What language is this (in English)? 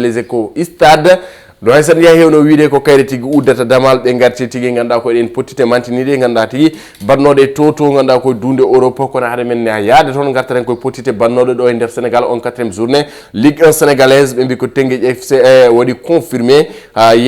Fula